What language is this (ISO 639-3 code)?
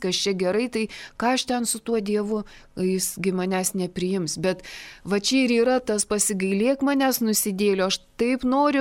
lit